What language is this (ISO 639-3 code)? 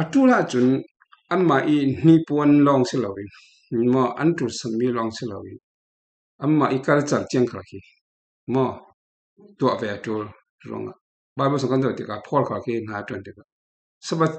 cfm